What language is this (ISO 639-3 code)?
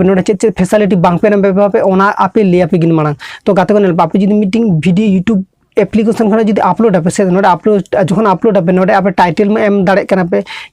sat